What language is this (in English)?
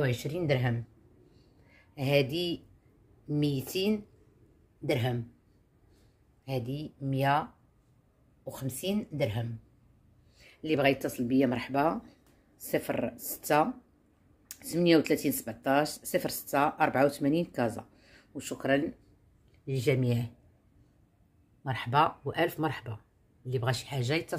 Moroccan Arabic